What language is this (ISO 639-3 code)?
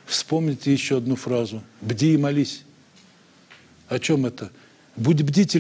rus